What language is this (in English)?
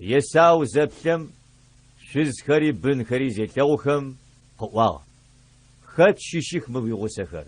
Adyghe